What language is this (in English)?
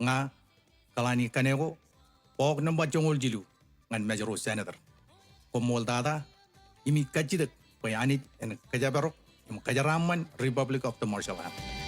Marshallese